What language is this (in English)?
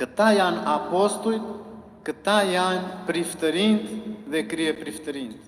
Albanian